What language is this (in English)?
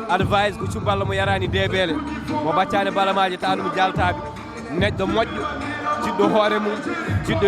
Fula